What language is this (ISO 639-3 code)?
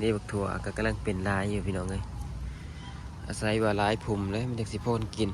lao